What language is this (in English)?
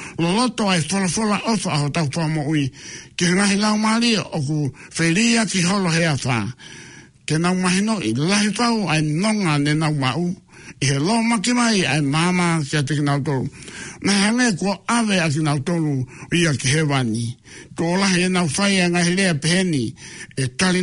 Tongan